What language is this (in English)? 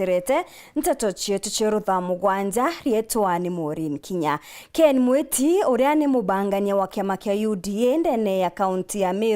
Meru